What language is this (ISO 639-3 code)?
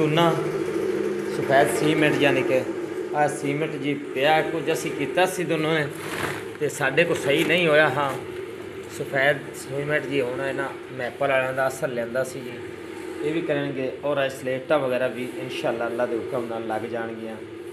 pan